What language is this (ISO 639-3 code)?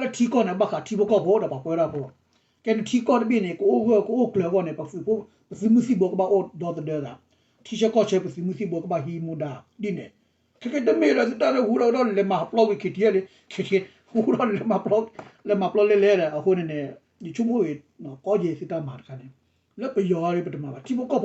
ksw